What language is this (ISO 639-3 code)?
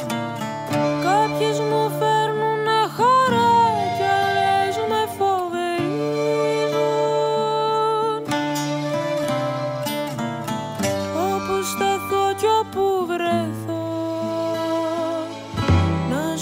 ell